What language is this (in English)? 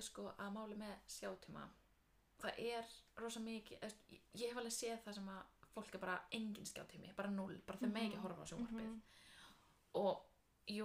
Icelandic